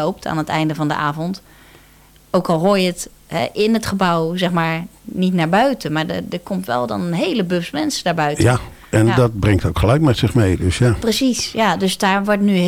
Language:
Dutch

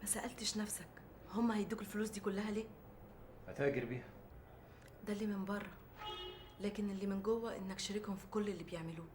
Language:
Egyptian Arabic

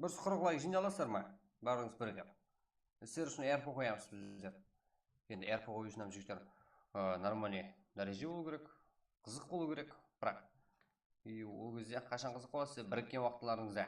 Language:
Kara-Kalpak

